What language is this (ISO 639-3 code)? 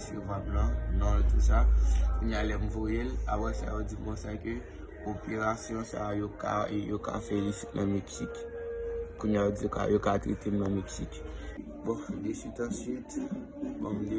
hat